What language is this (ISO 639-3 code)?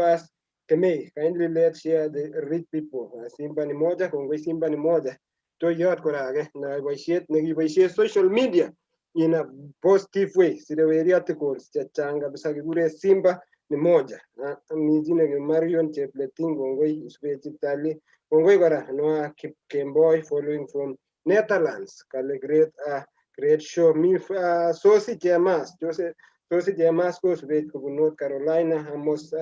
kln